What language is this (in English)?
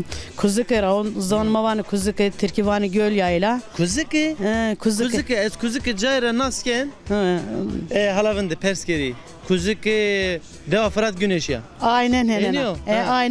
Zaza